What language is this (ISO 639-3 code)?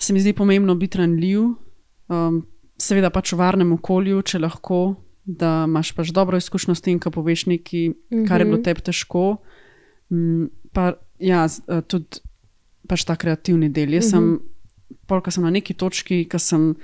slv